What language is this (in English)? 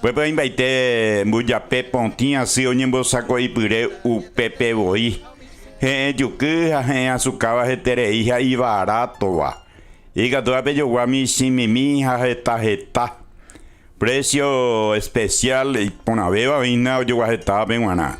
Guarani